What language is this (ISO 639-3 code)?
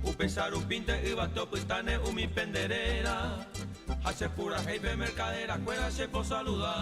grn